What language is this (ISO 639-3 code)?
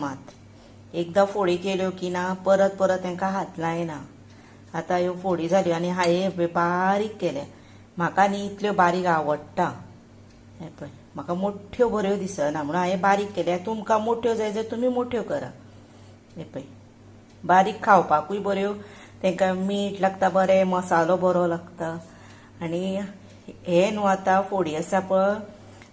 kok